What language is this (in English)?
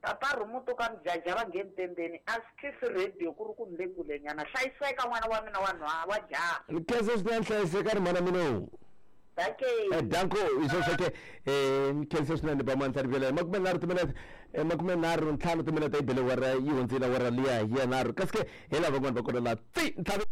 Tsonga